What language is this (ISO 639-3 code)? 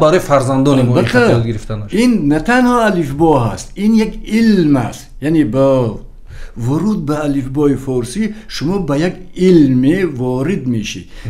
tgk